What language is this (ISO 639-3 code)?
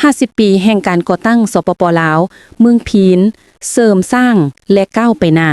lao